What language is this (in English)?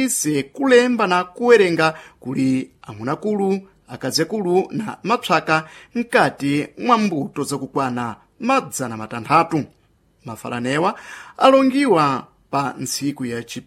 Sena